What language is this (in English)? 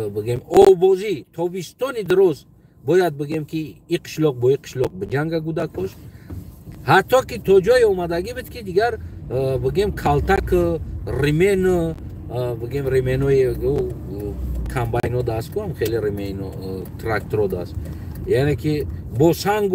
Tajik